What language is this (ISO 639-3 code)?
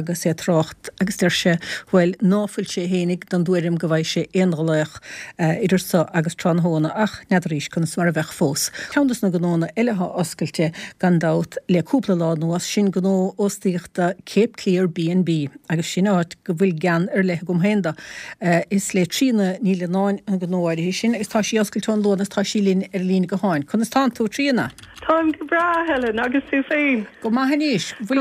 gle